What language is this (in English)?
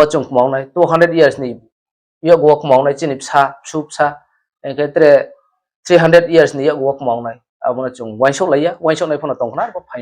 Riang (India)